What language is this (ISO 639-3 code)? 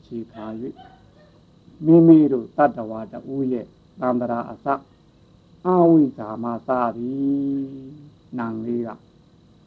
mya